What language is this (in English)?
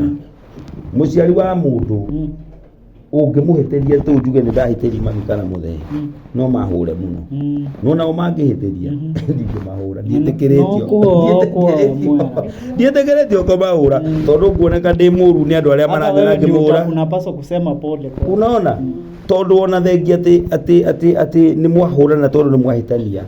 Kikuyu